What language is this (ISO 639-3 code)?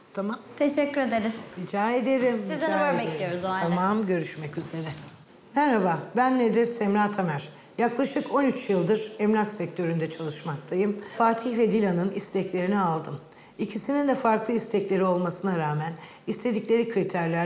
tur